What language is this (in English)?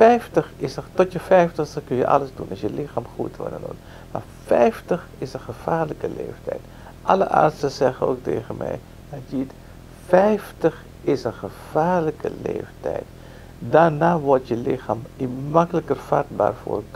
Dutch